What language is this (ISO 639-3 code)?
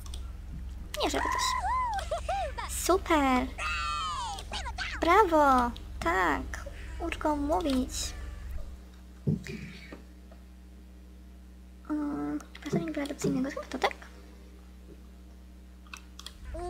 pol